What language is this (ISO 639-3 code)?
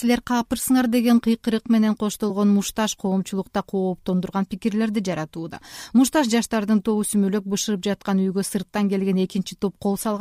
kir